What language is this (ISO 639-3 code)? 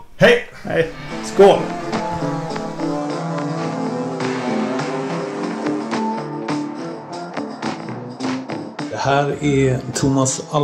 swe